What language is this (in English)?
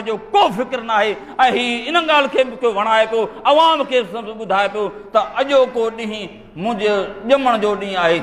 Sindhi